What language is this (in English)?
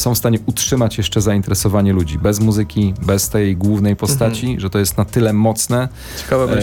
Polish